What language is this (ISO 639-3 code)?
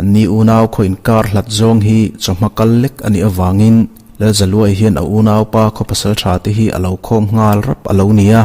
lus